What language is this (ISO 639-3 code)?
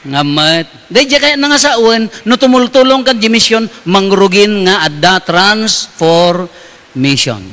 ilo